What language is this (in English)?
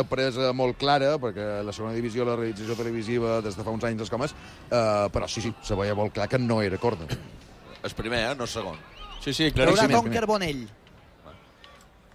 Catalan